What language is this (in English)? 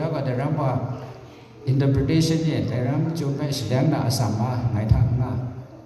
Kachin